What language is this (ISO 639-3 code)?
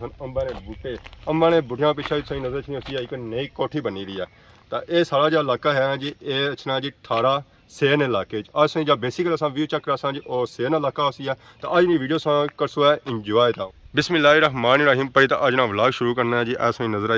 phr